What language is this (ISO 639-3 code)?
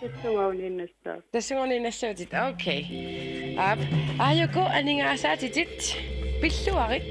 kal